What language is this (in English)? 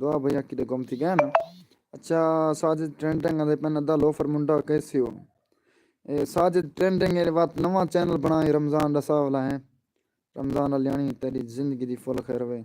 Saraiki